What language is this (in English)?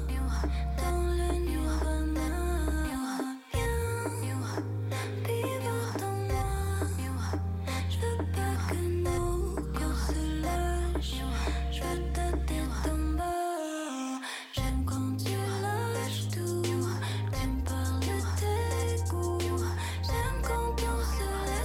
French